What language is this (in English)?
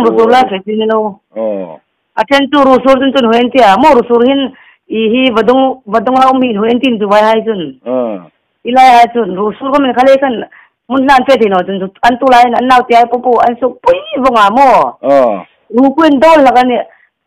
Hmar